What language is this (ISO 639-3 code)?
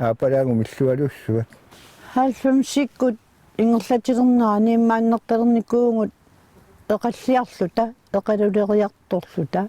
kal